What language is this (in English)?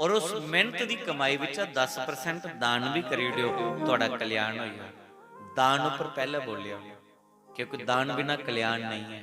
Dogri